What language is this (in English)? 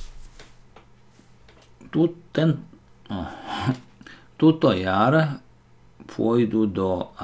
Slovak